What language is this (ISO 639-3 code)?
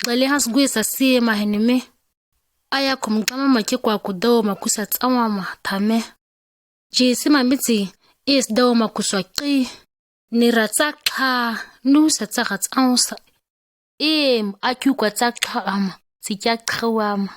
gnk